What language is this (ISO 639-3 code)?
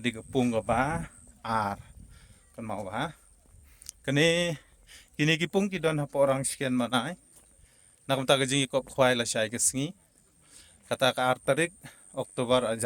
kha